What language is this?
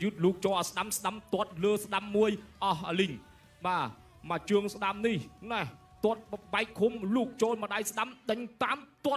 Khmer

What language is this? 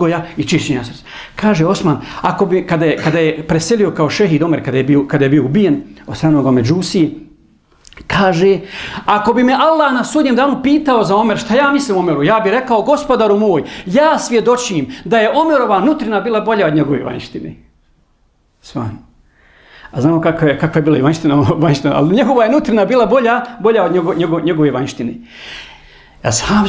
Bosnian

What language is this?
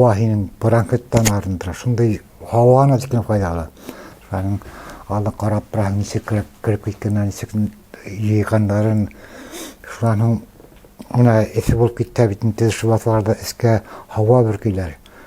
Bashkir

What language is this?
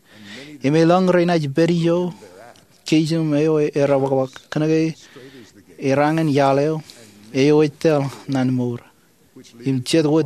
Marshallese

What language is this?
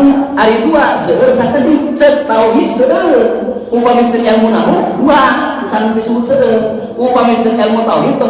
Sundanese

